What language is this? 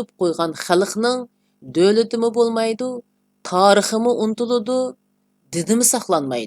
Uyghur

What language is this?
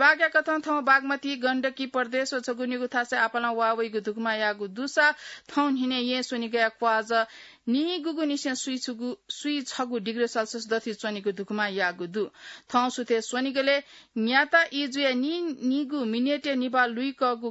Newari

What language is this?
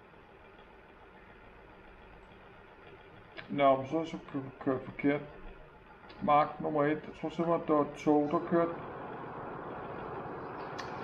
Danish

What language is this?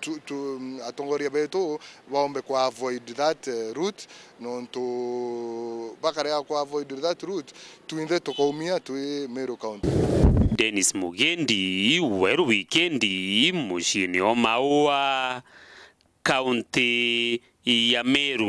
Meru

